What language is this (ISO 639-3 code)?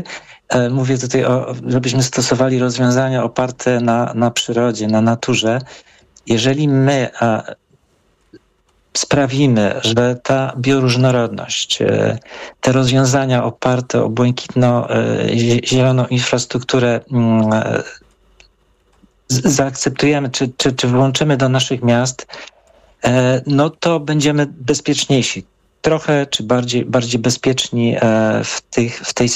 pol